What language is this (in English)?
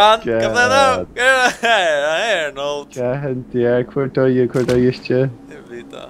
Faroese